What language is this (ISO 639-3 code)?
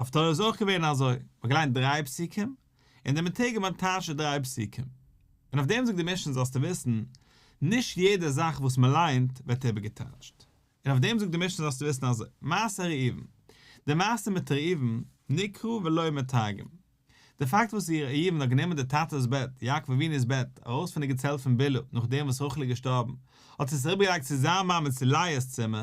yid